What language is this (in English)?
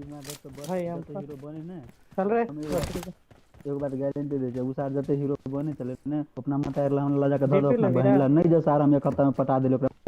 Maithili